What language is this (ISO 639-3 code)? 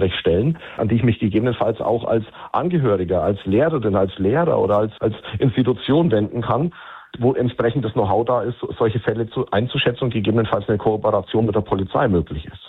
deu